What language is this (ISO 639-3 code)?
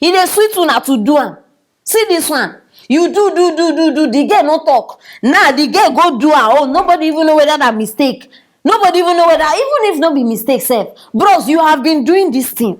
pcm